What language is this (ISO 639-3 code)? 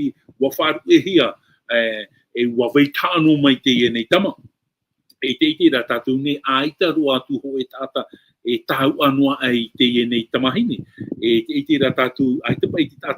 tah